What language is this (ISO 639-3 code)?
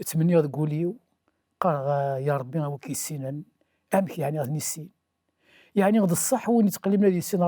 kab